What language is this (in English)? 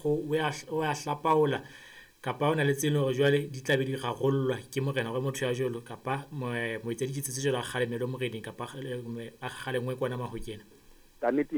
Southern Sotho